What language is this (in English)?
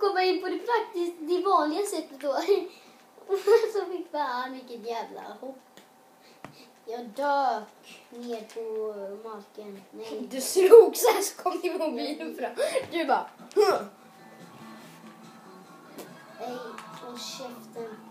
Swedish